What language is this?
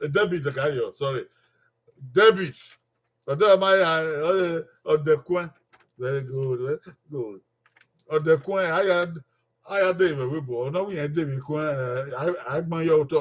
Bini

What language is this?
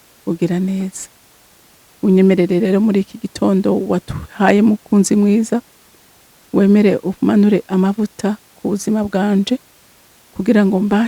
Rundi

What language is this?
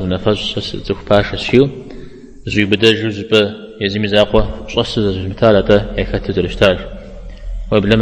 Kabardian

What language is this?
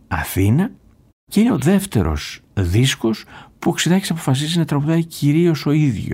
Greek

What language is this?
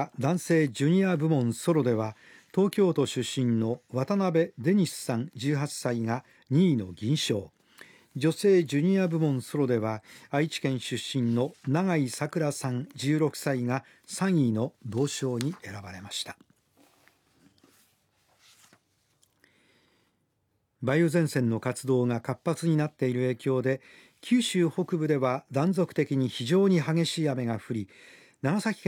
Japanese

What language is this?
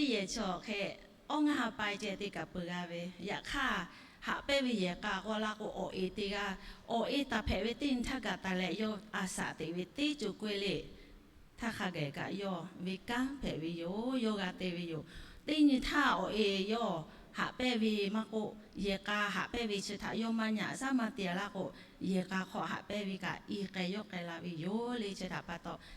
Lahu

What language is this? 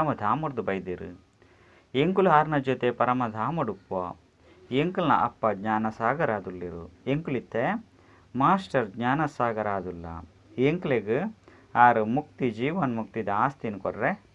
Tulu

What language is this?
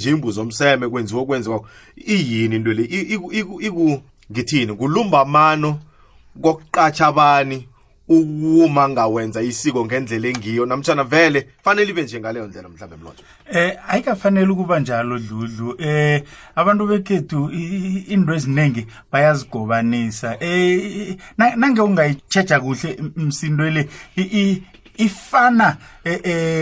South Ndebele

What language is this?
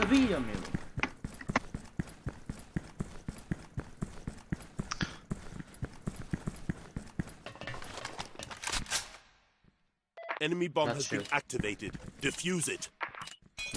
Portuguese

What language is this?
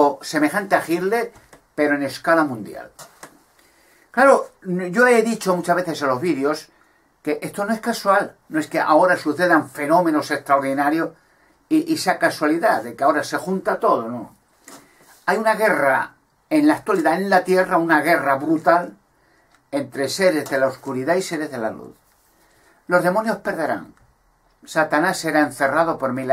Spanish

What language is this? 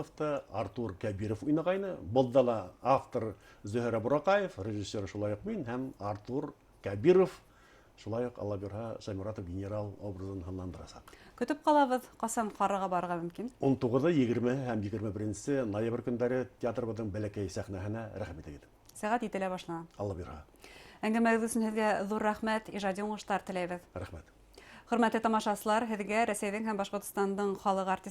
Bashkir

